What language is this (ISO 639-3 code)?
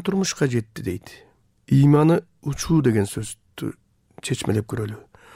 kir